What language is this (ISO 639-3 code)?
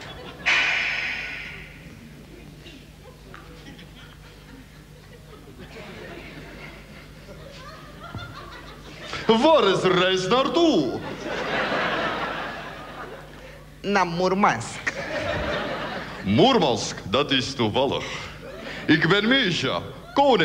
nld